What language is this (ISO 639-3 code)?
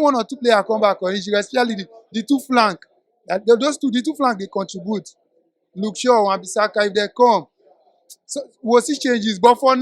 pcm